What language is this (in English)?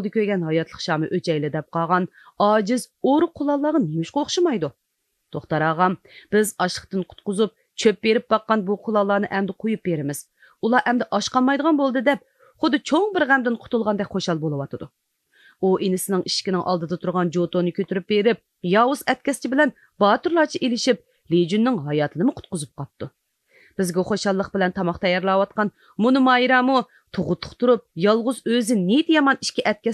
Uyghur